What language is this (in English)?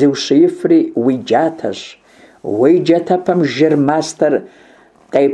Kabardian